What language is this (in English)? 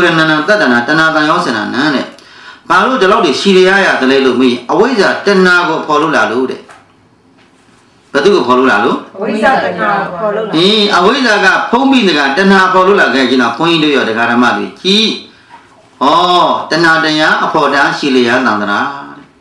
Burmese